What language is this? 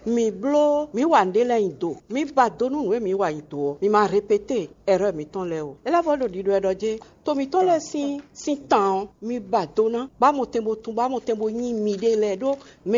Fon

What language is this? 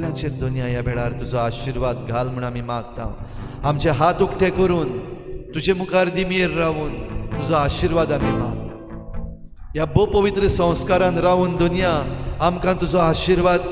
Konkani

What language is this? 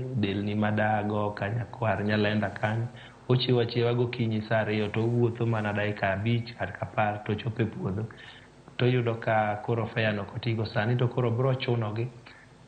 Luo (Kenya and Tanzania)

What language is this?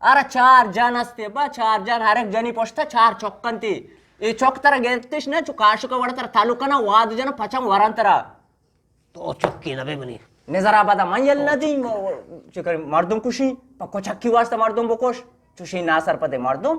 Eastern Balochi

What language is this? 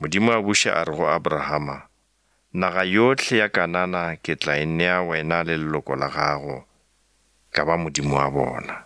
Northern Sotho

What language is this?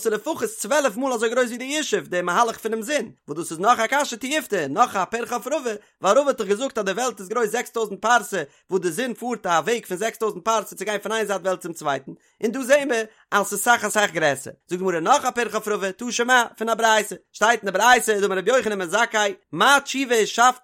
Yiddish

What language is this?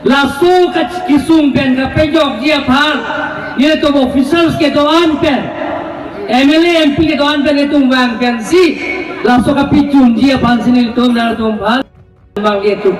Karbi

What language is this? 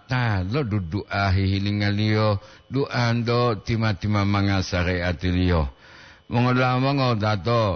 Gorontalo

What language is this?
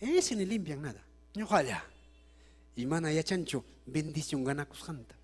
Ayacucho Quechua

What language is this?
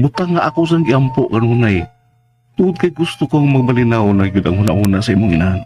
Cebuano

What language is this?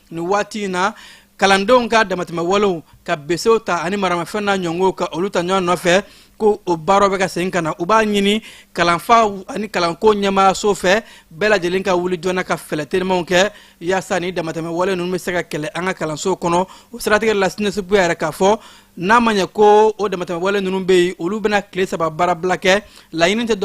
Bambara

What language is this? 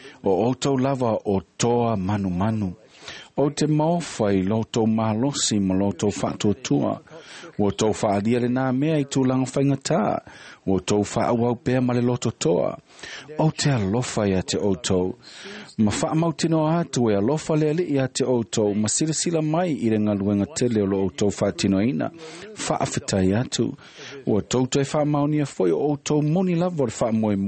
Samoan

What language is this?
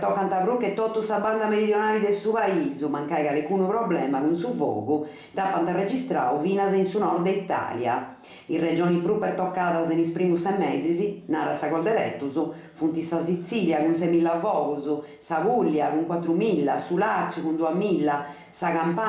Sardinian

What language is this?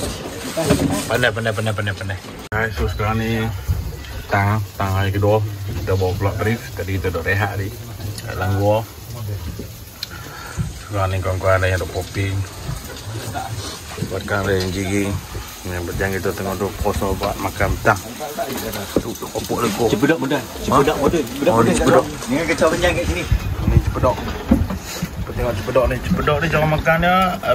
Malay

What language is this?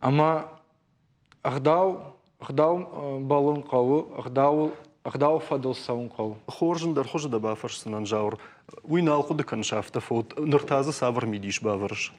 Ossetic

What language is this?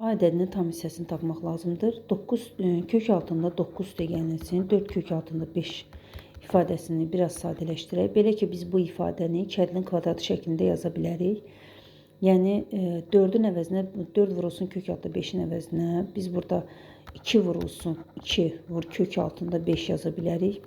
Azerbaijani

